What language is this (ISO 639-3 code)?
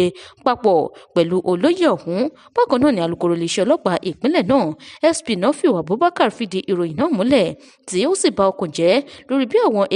yor